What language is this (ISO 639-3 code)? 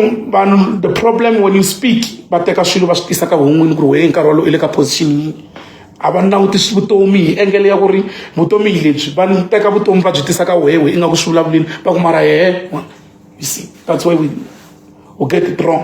tso